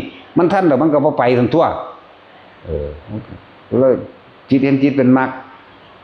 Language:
Northeastern Thai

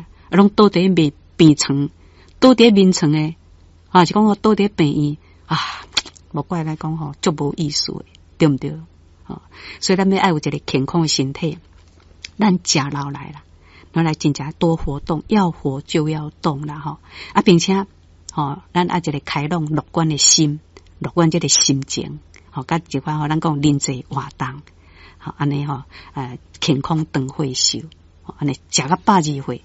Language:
Min Nan Chinese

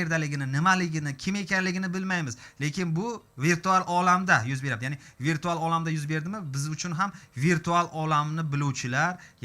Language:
Uzbek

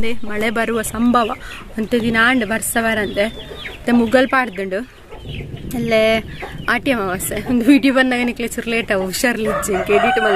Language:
Tulu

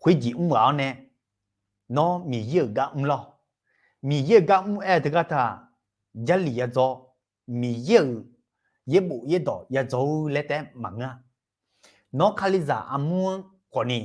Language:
Akha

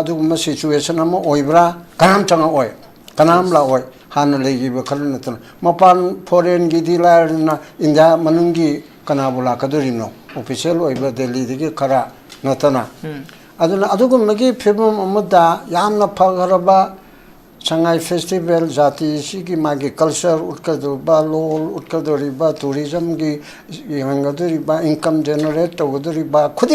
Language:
Manipuri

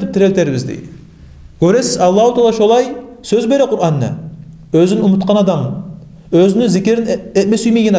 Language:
Kumyk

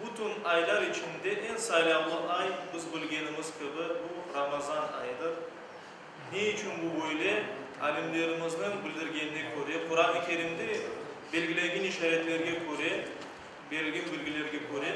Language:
Crimean Tatar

